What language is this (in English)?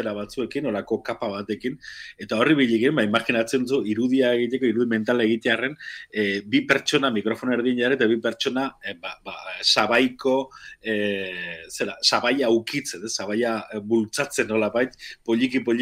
Basque